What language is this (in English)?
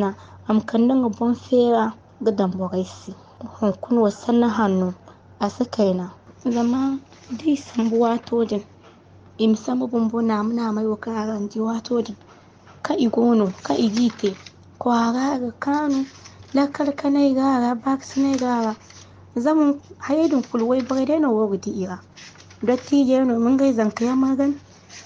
Zarma